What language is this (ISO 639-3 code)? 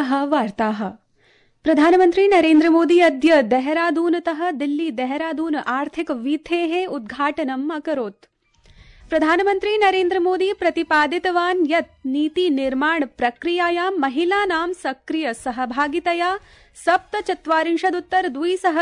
san